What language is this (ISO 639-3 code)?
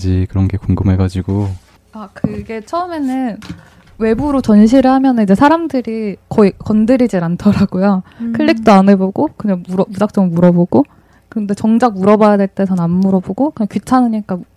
kor